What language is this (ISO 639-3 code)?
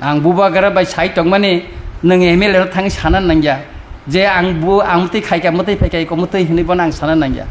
trp